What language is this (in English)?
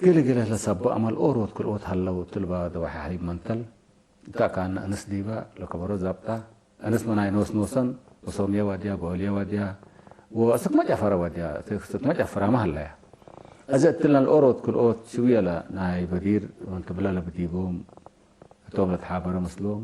Tigre